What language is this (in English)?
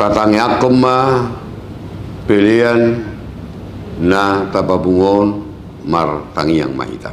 Batak Toba